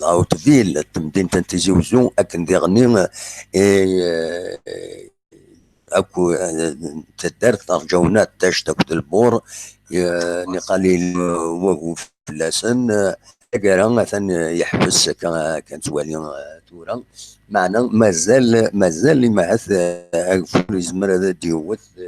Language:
Kabyle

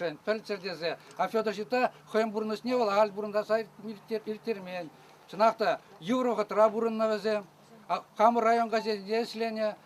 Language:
Chuvash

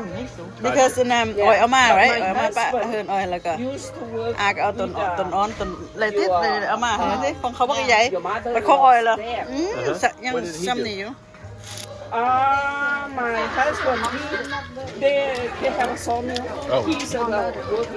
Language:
Lao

